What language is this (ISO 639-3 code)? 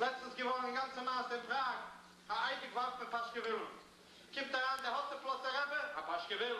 yid